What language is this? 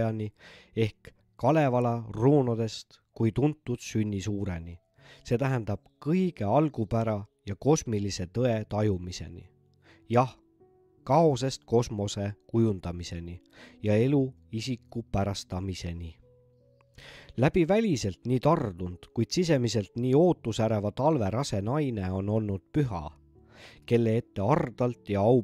Estonian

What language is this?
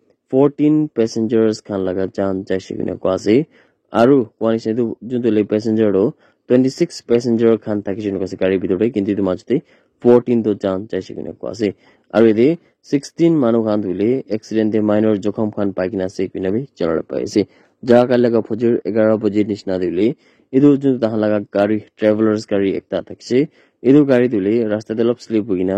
Naga Pidgin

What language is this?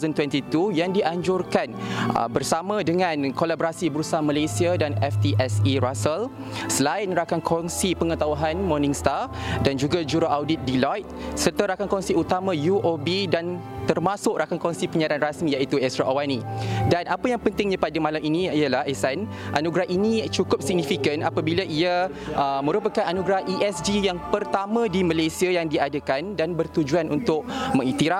Malay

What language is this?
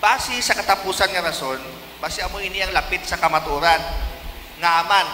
Hiligaynon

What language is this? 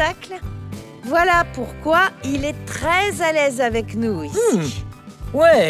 French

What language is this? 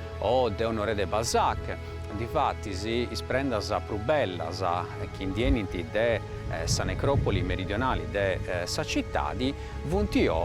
Sardinian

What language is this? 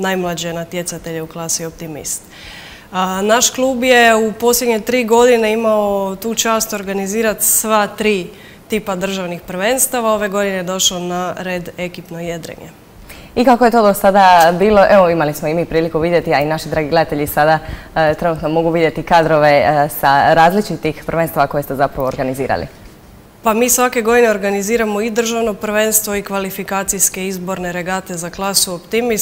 Croatian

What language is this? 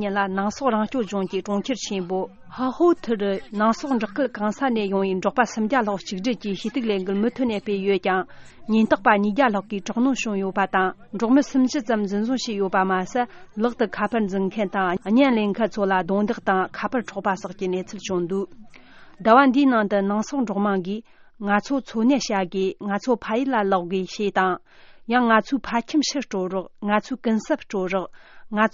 Tibetan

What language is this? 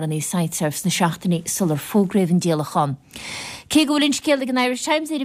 Irish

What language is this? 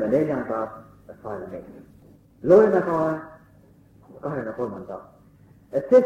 Estonian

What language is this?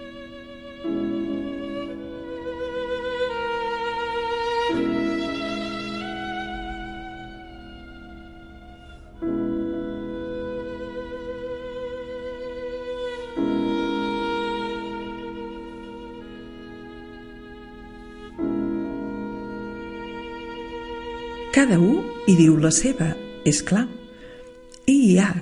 Catalan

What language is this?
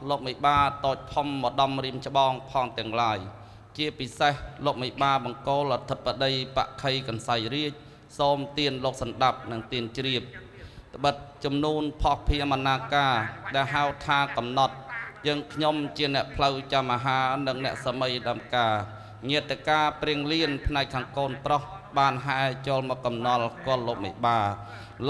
Khmer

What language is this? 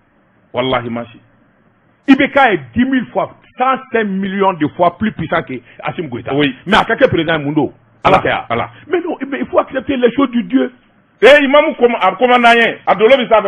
Bambara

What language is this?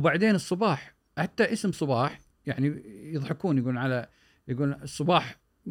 Gulf Arabic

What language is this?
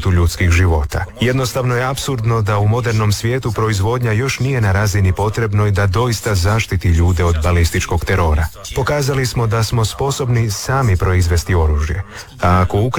Croatian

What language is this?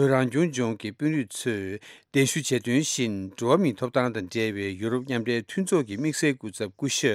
Tibetan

